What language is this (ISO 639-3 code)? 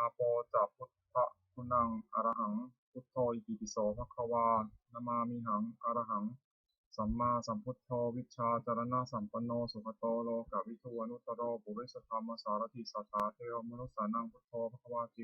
pli